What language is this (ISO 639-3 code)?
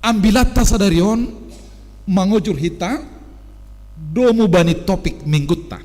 bts